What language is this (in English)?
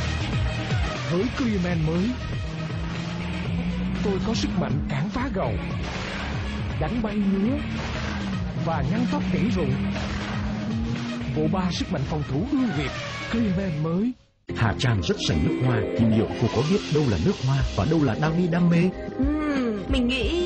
Vietnamese